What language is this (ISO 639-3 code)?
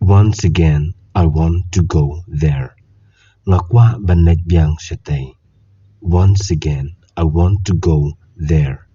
kha